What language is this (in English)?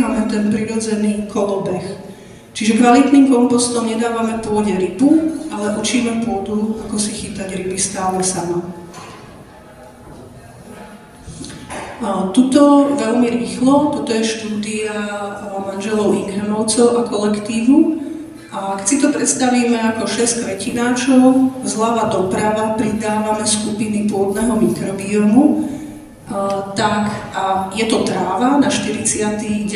Slovak